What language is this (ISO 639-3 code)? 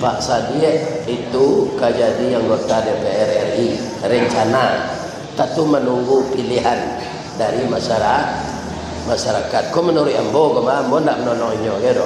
min